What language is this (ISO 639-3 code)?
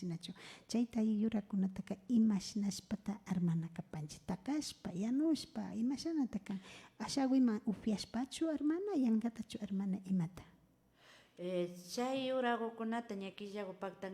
qvi